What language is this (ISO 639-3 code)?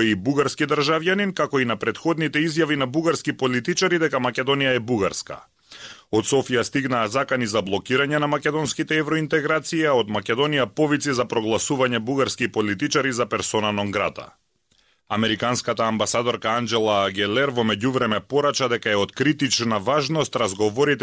mkd